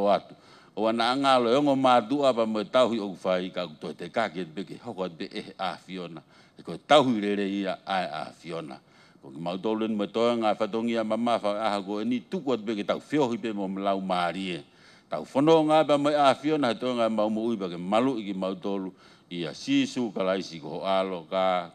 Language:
Tongan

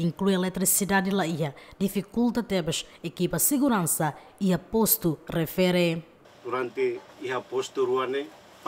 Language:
Tetum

